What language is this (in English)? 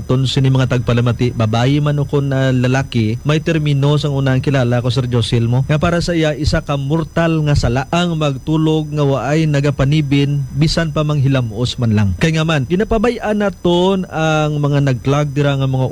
Hiligaynon